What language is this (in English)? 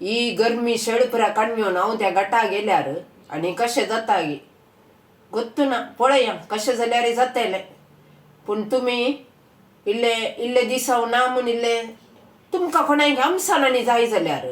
Konkani